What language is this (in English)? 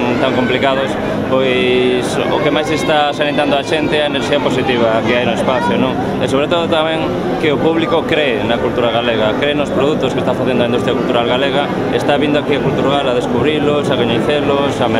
Galician